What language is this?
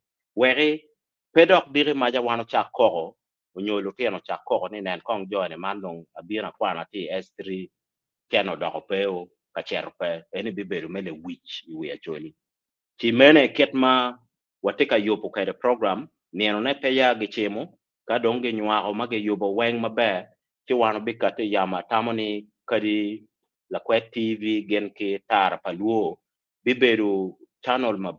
Acoli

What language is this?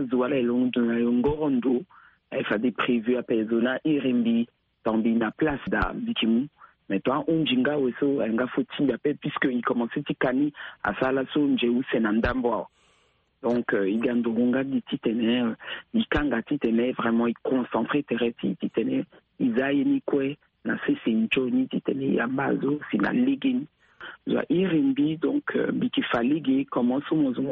Sango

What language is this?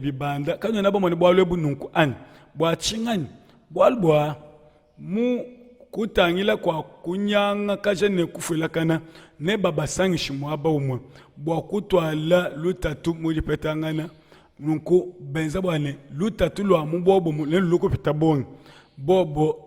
Luba-Lulua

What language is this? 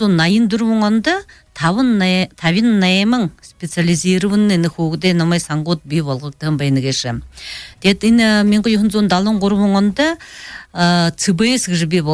Buriat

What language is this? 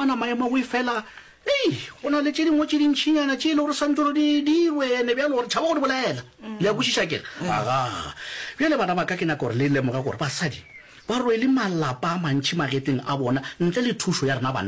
Northern Sotho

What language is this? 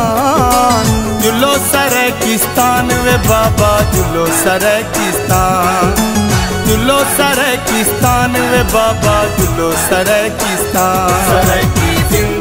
Saraiki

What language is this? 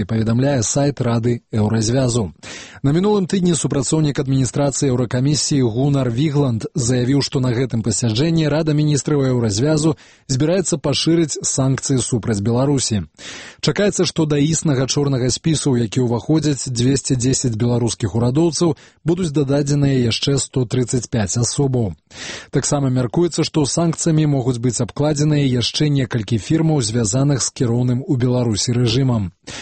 Belarusian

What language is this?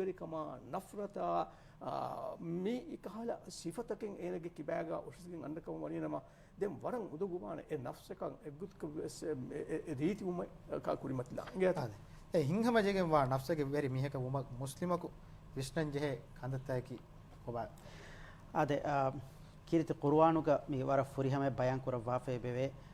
Divehi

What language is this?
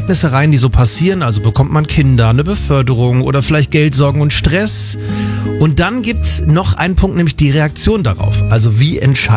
German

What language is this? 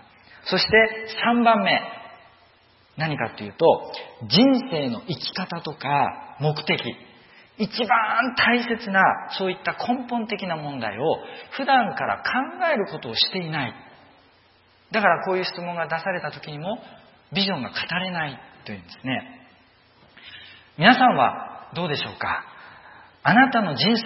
Japanese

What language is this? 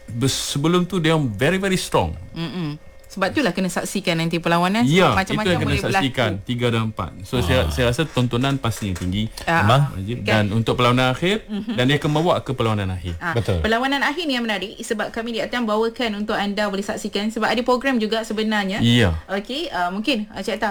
Malay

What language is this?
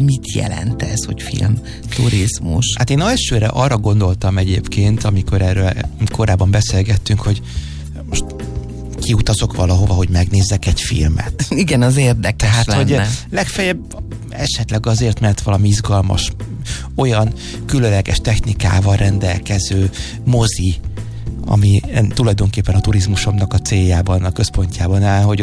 Hungarian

